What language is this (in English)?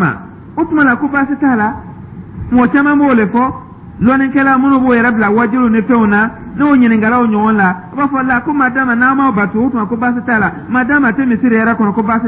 Dyula